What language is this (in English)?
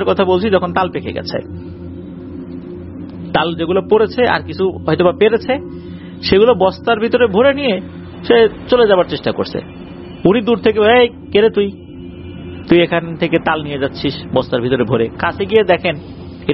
Bangla